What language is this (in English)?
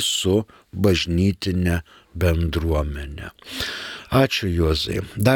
Lithuanian